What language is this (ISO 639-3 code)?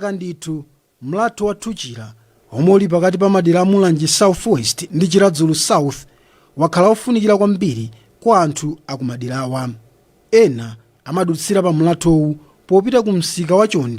nya